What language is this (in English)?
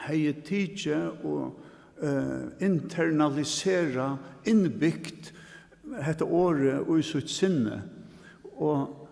Faroese